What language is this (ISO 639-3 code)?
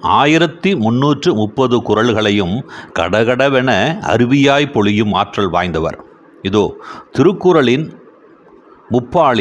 tam